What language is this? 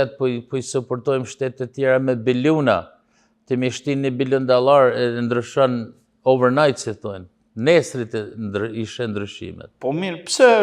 Albanian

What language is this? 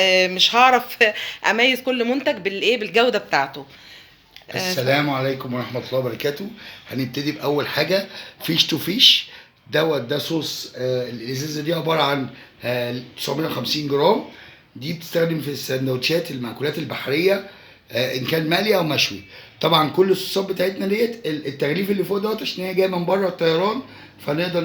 Egyptian Arabic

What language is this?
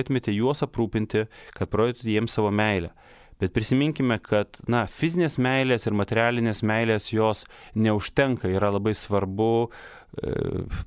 Lithuanian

